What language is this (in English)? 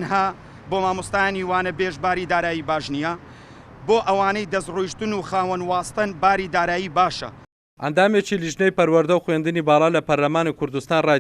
Central Kurdish